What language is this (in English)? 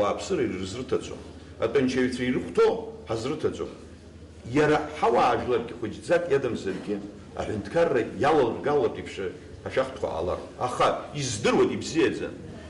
Abkhazian